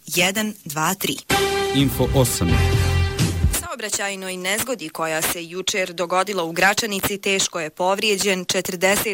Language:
Bosnian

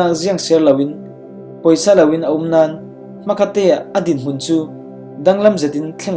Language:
Falam Chin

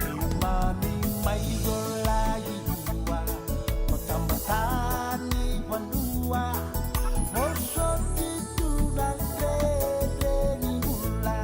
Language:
Fijian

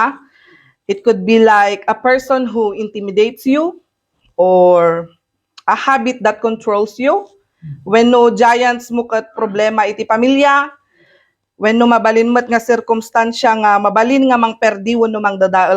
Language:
Iloko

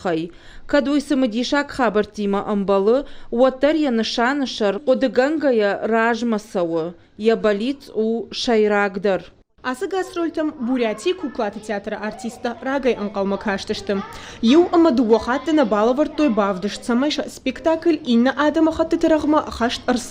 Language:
Ossetic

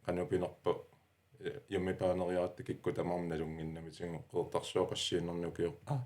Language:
Kalaallisut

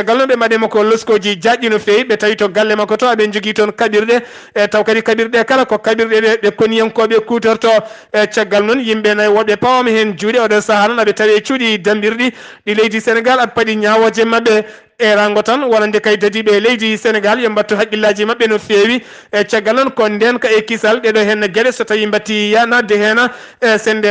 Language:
Fula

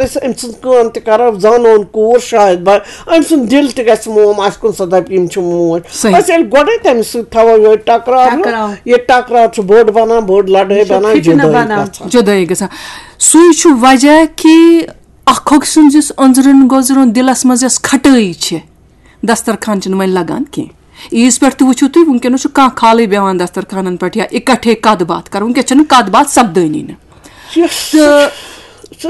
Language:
Kashmiri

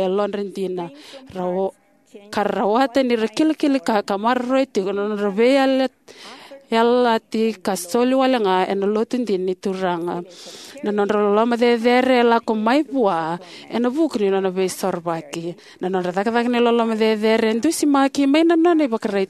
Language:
Fijian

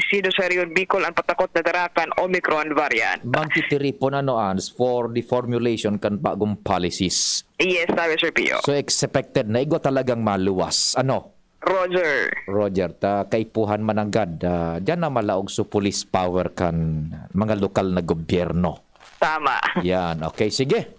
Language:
Bikol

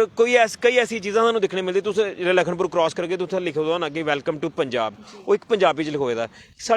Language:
Dogri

